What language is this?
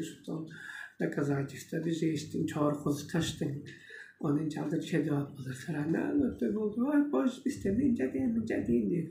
Tuvinian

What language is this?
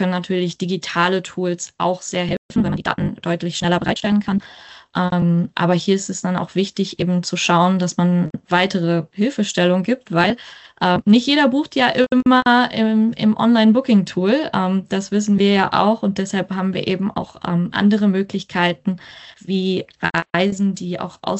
German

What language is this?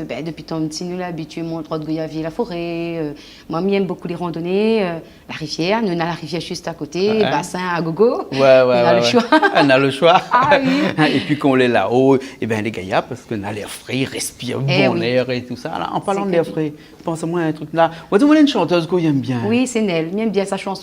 Réunion Creole French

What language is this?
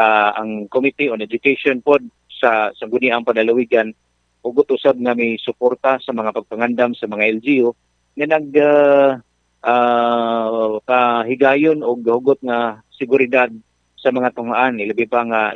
Cebuano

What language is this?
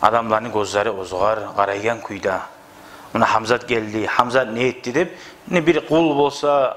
Kumyk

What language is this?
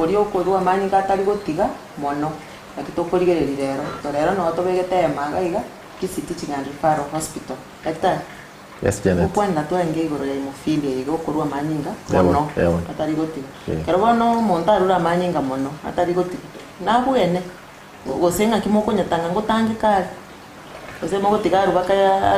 Gusii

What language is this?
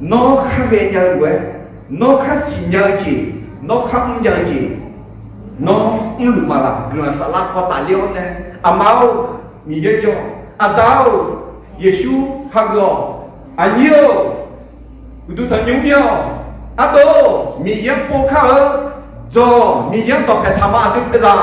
Akha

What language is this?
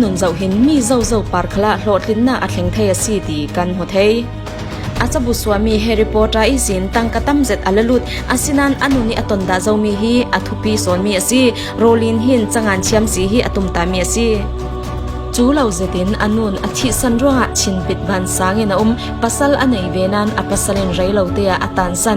Falam Chin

